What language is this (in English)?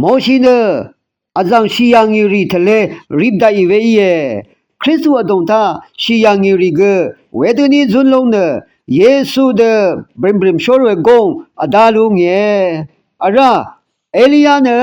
Rawang